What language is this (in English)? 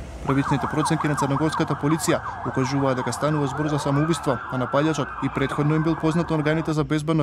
Macedonian